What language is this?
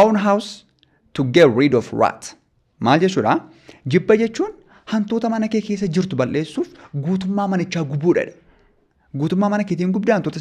Oromo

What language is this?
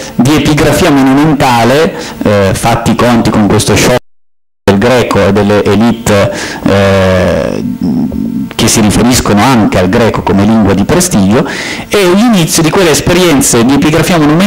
Italian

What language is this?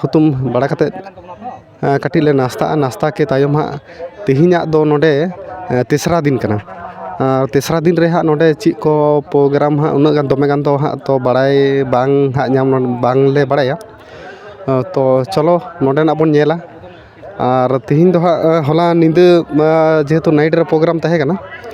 Santali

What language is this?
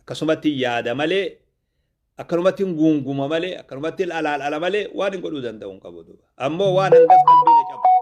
Oromo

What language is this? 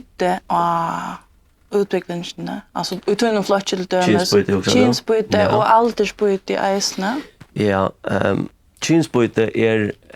Faroese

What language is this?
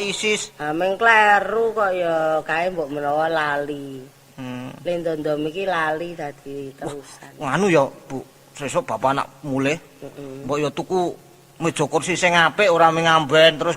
Javanese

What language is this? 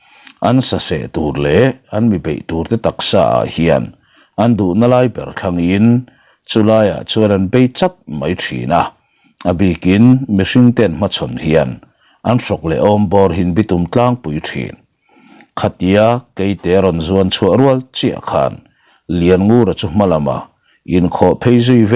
Mizo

